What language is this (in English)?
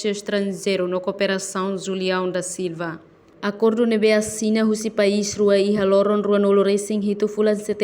Tetum